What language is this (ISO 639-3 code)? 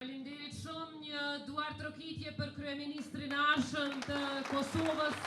sqi